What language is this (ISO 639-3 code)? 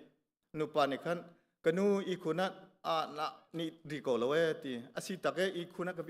cnh